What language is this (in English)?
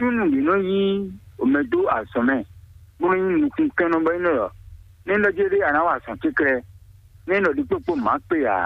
Fon